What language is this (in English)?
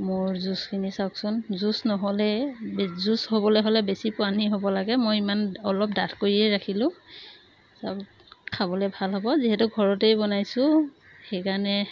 Assamese